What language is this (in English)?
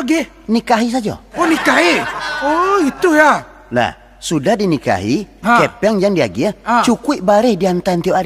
Minangkabau